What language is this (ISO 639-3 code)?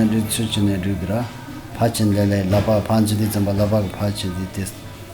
bod